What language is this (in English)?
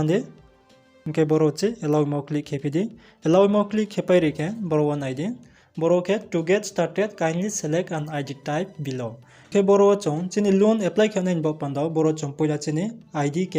Riang (India)